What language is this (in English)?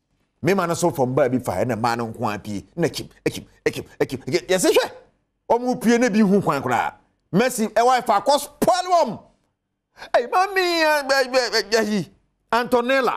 Akan